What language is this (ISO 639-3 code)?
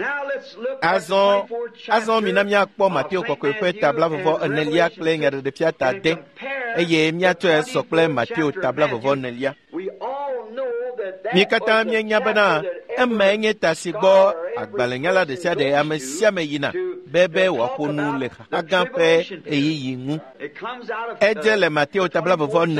ewe